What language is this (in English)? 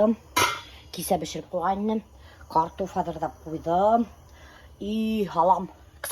Bashkir